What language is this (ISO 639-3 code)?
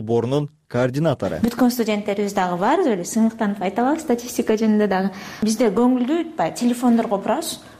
kir